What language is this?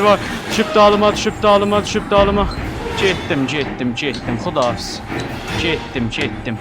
South Azerbaijani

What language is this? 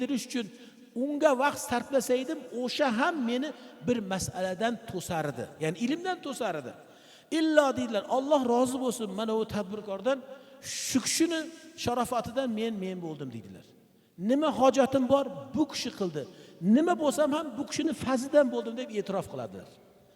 Uzbek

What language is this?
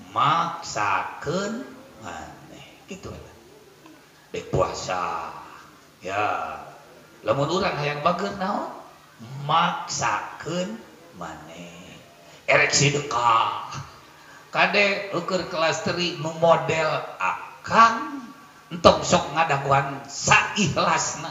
Sundanese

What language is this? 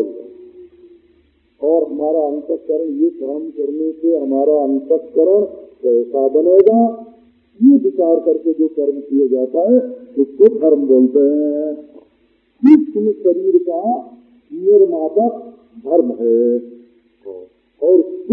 Hindi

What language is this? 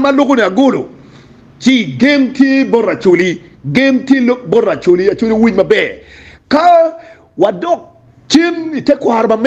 Acoli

